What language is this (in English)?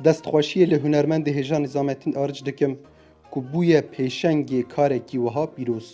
Kurdish